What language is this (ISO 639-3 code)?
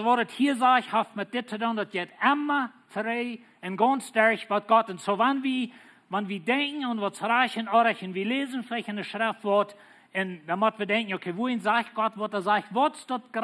pdt